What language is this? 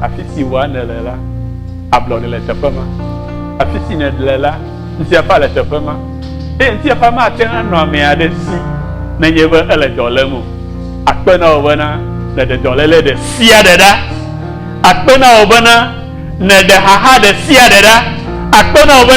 Ewe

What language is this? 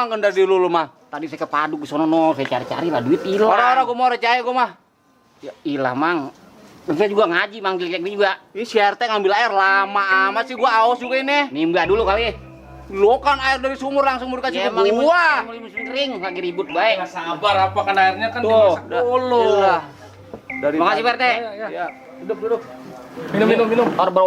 Betawi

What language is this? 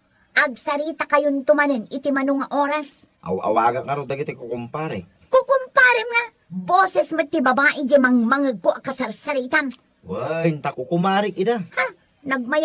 Iloko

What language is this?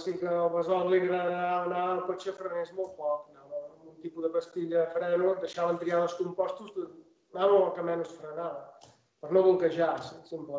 Catalan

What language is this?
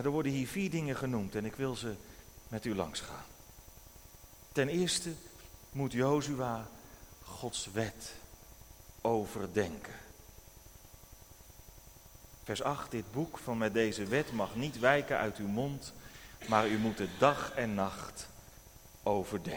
Dutch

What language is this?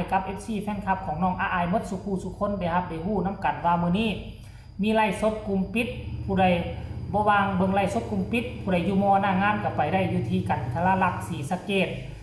Northeastern Thai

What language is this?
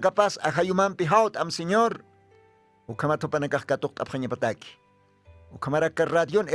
Aymara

